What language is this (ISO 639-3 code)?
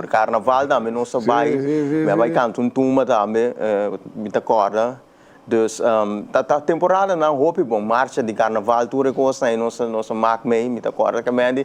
pap